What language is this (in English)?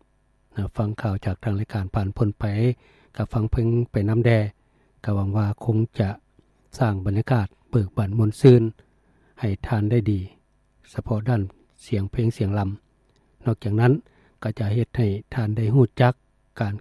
Lao